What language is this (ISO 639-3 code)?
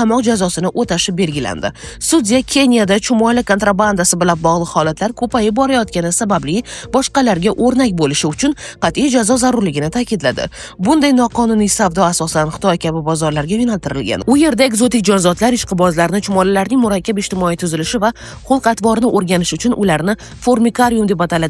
uzb